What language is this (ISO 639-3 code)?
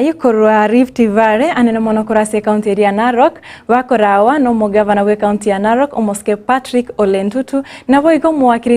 guz